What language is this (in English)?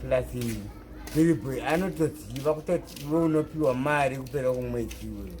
Shona